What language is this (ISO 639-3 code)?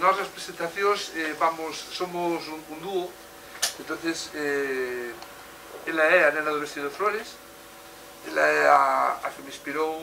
glg